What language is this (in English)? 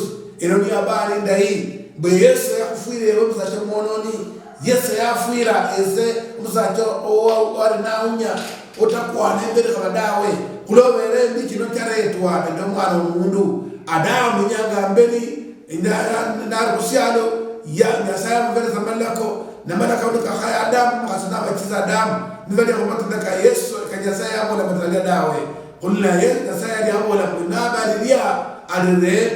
Luyia